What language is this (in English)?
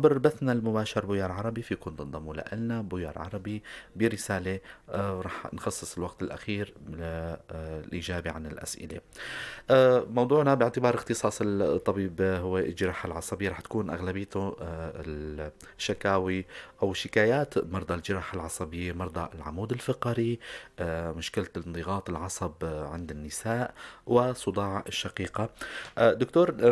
North Levantine Arabic